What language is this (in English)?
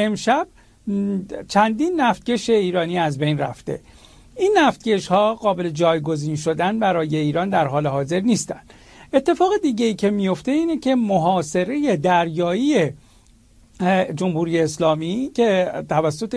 Persian